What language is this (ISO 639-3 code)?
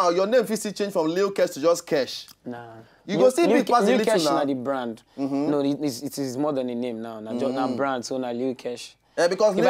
pcm